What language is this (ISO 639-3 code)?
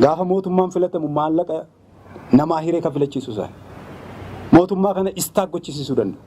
orm